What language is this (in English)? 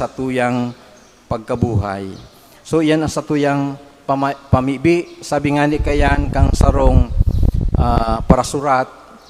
Bikol